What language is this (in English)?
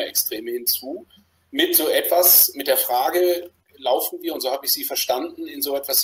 German